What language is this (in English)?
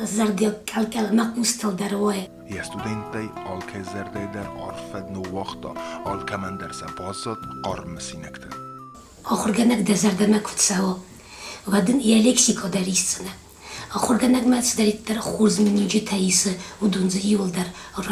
Ossetic